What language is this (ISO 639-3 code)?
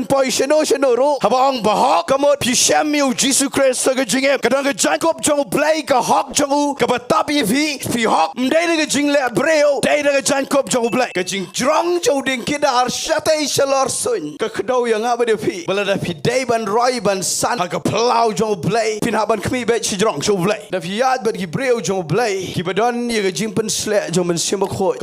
kha